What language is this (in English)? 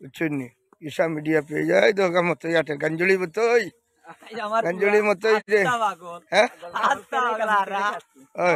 Sylheti